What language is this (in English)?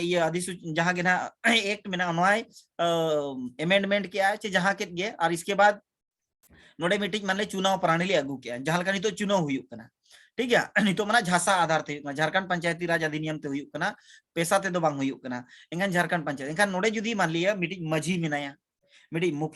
Santali